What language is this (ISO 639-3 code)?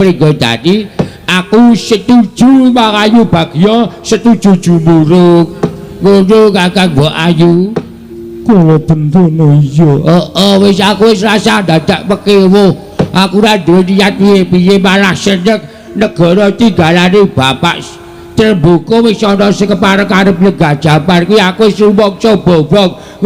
jav